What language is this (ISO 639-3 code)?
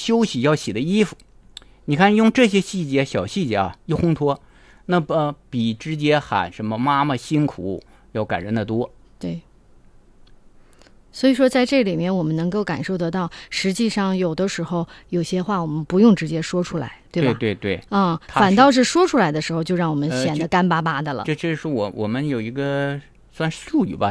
zho